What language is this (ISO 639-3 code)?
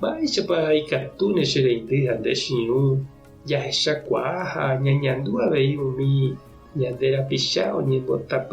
grn